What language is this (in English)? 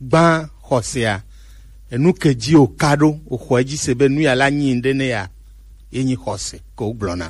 Gen